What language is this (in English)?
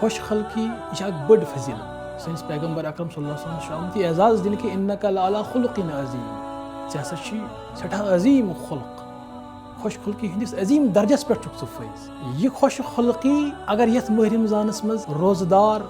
Kashmiri